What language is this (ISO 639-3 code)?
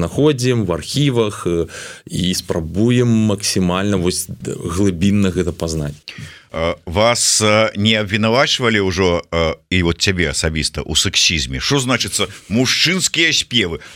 bel